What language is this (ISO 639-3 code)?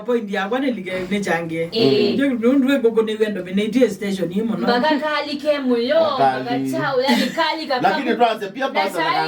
kam